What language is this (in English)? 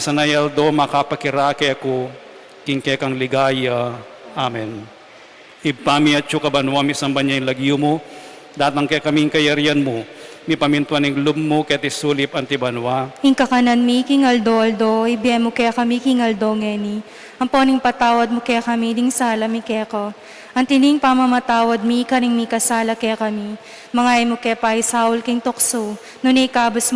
Pampanga